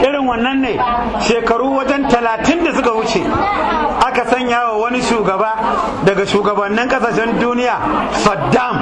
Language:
Hausa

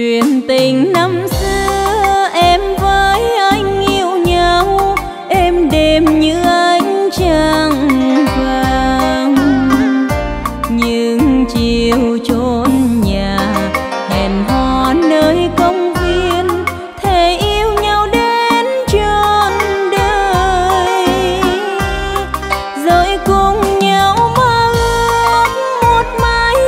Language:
Vietnamese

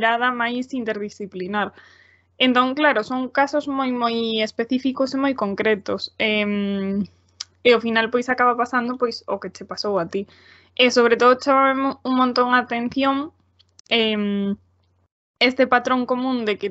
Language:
Galician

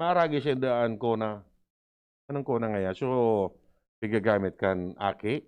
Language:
Bikol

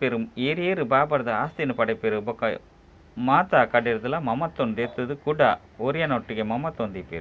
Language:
Tulu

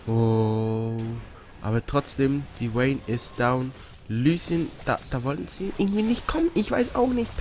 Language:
Swiss German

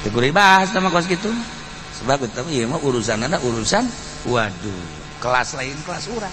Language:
Sundanese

